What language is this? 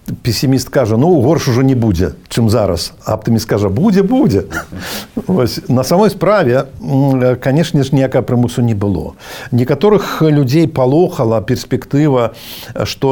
Belarusian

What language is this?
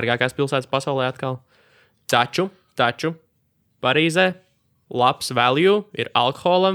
Latvian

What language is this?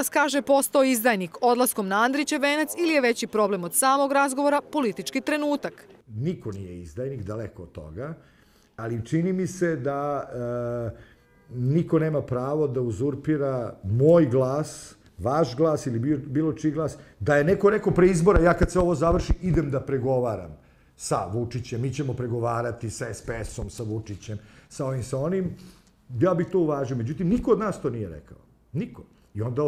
Serbian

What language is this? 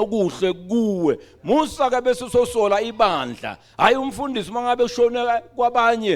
Zulu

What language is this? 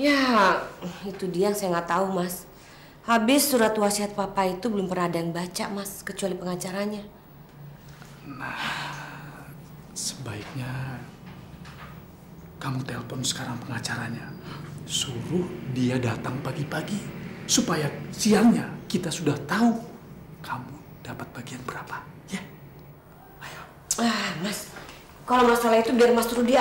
Indonesian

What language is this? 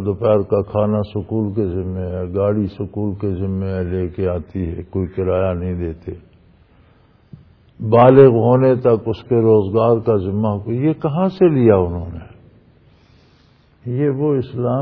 Urdu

